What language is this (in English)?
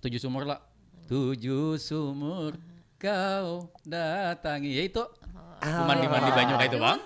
Banjar